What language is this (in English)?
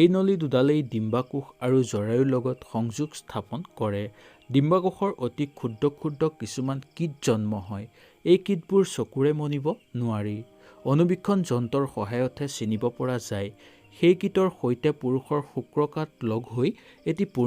Assamese